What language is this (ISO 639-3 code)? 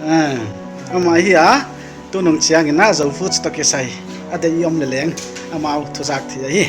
pck